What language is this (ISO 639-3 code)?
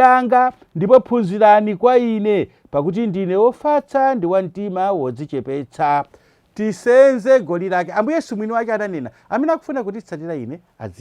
nya